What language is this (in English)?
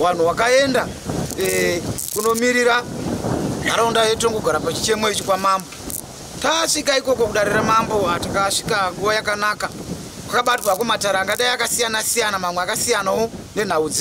Shona